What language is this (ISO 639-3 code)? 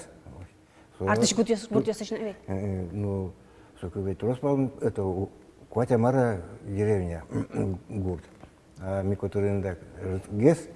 udm